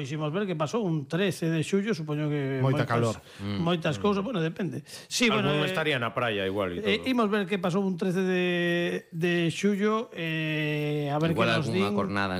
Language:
Galician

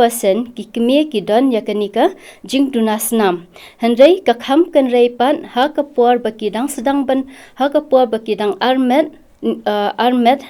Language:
Khasi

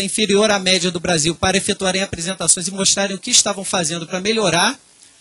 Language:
Portuguese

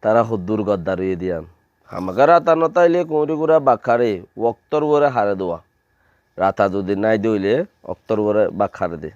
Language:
Rohingya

